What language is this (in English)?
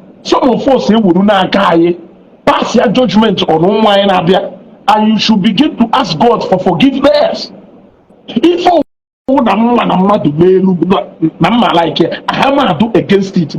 Igbo